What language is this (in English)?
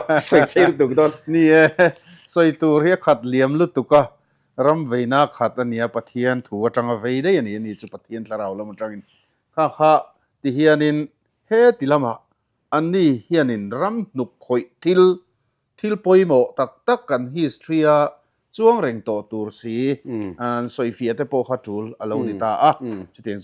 Mizo